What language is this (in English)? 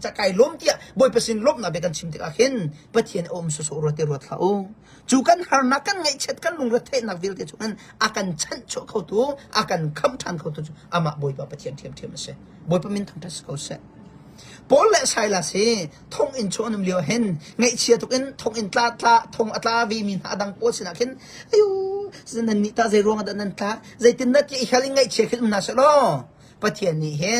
Hakha Chin